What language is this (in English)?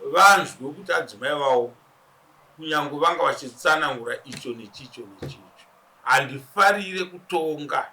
Shona